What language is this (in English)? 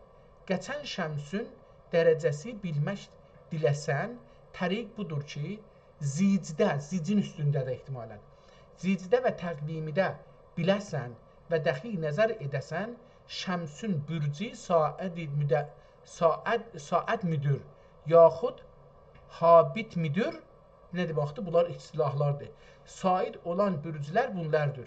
South Azerbaijani